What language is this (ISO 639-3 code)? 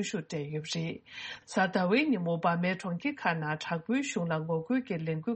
bod